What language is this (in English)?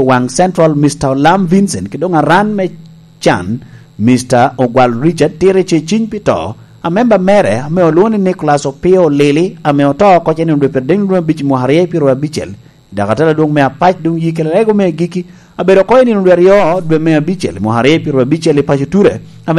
Lango (Uganda)